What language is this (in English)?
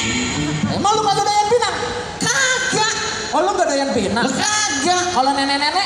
Betawi